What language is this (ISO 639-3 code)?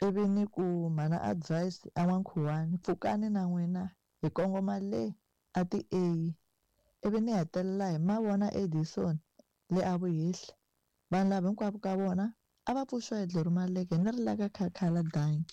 tso